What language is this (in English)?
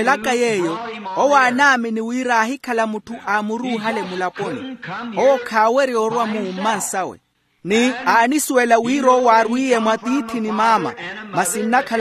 Makhuwa